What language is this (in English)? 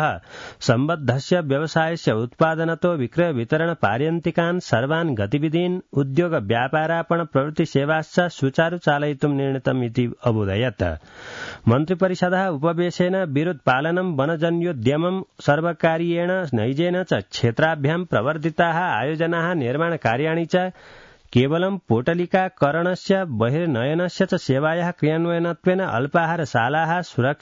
Sanskrit